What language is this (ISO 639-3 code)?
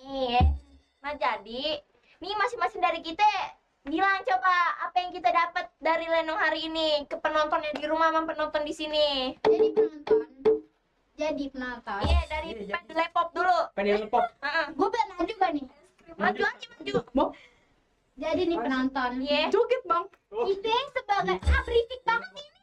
bew